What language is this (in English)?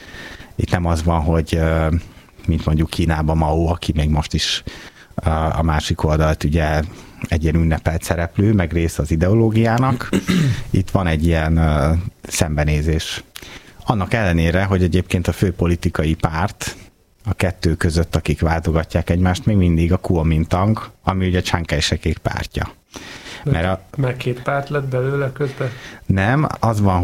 Hungarian